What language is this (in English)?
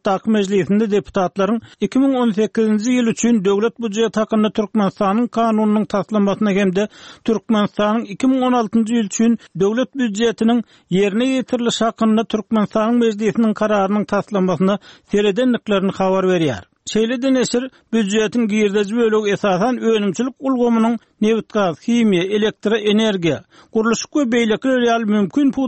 Turkmen